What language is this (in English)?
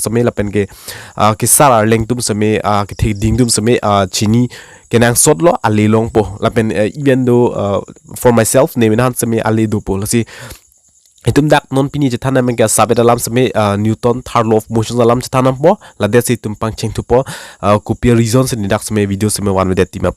Karbi